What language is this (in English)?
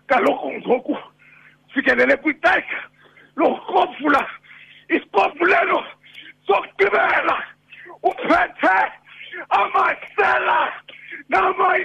Xhosa